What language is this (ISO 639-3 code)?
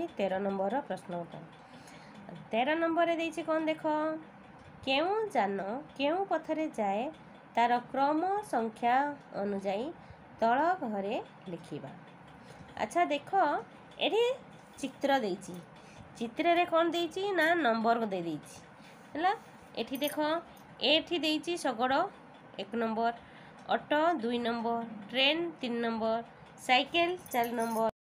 ori